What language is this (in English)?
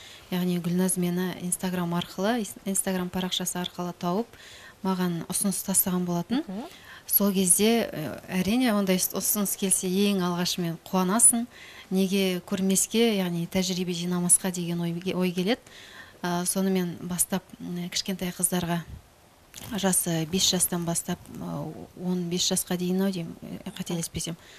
Kazakh